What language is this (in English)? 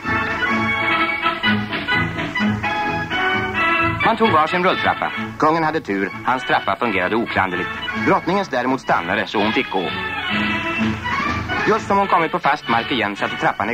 Swedish